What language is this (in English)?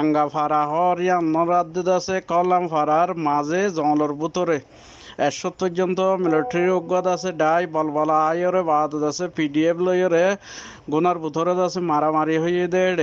Rohingya